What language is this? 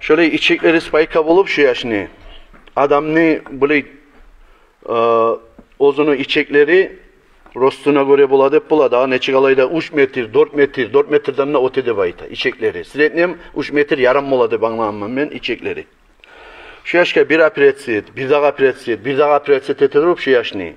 Kumyk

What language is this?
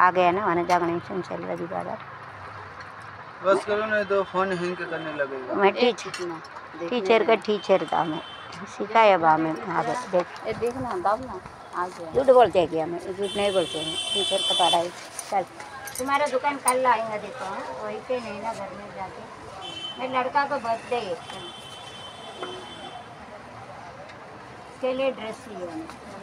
Hindi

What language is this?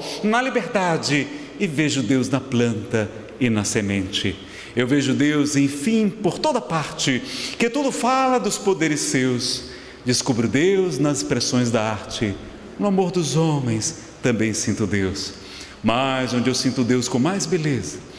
Portuguese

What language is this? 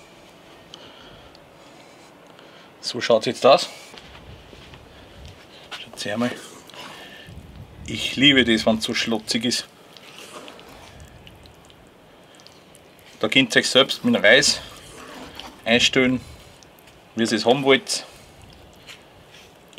German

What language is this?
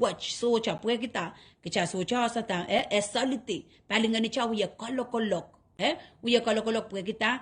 Pohnpeian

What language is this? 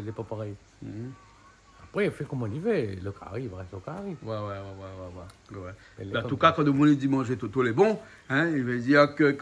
Réunion Creole French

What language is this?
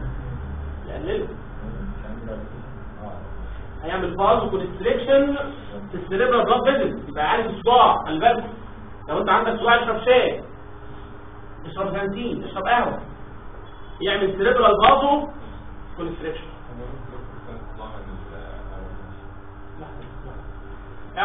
Egyptian Arabic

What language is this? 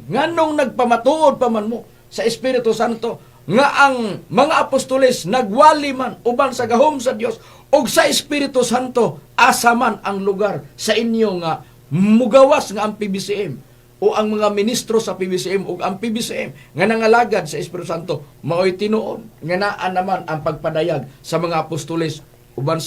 Cebuano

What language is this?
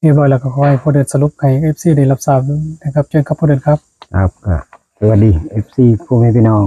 Northeastern Thai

